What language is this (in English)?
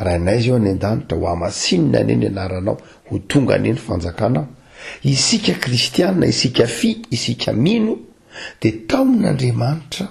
Malagasy